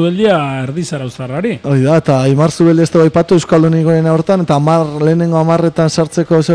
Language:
Basque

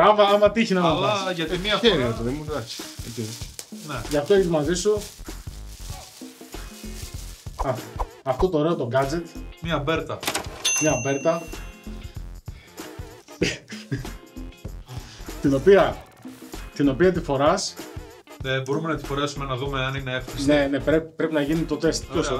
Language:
Greek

